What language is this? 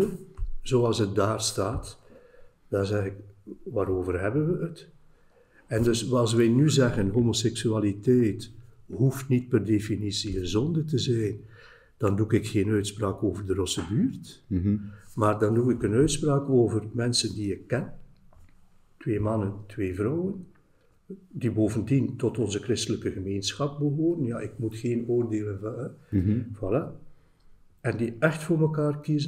Dutch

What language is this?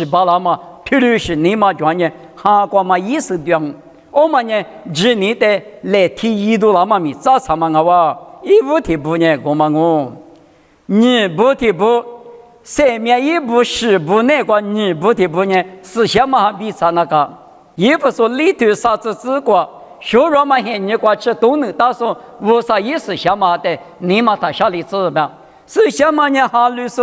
Lisu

